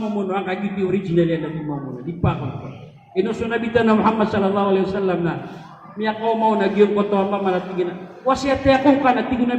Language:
Maranao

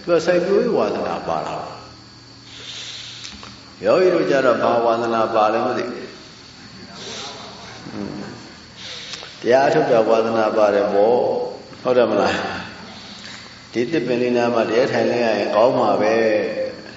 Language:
Burmese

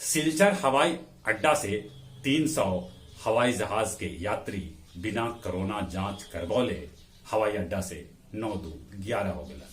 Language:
Magahi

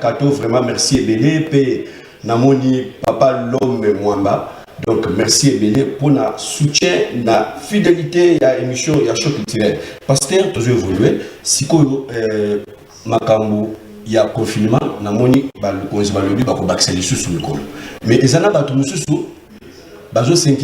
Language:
Lingala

